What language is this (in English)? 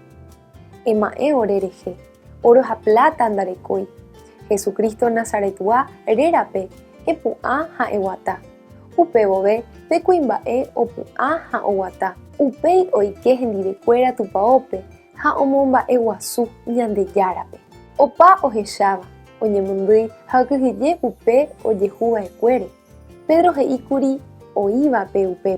Guarani